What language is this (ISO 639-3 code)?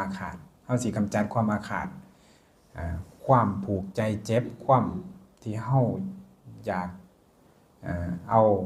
lao